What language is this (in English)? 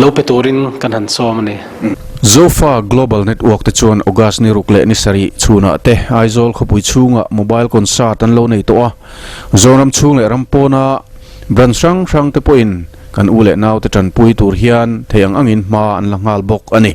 Mizo